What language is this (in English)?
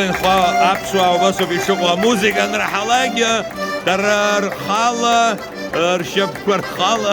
Abkhazian